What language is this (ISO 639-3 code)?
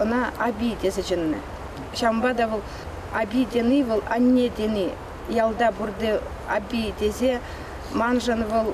chv